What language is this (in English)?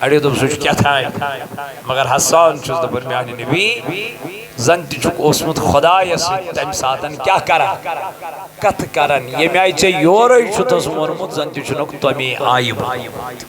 Kashmiri